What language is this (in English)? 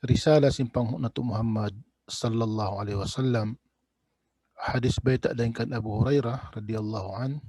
Tausug